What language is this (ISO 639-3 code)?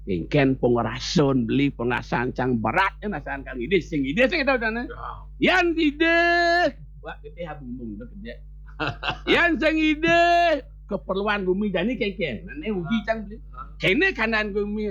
ban